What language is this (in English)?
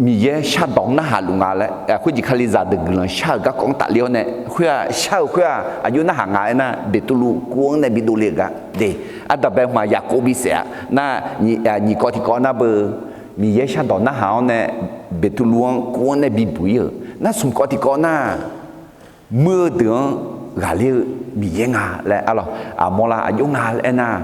Akha